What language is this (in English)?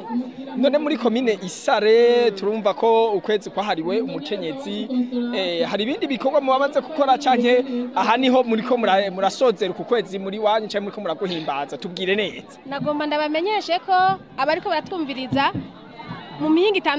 Rundi